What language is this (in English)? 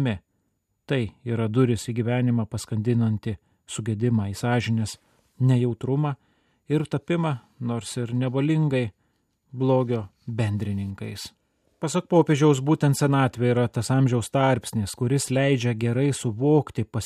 Lithuanian